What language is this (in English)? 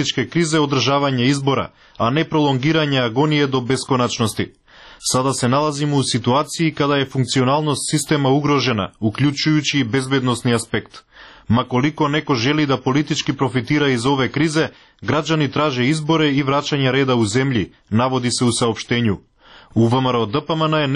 Serbian